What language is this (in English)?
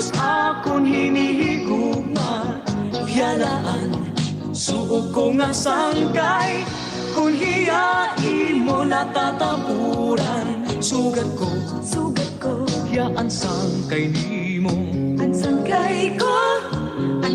Waray